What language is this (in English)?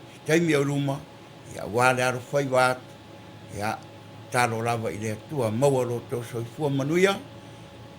Samoan